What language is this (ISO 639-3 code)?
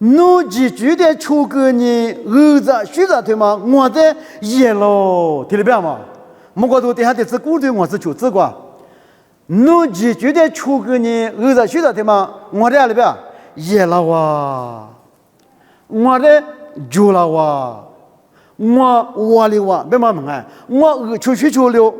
lis